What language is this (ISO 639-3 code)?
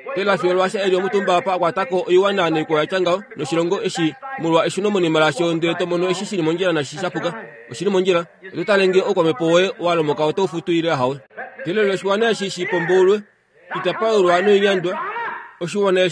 kua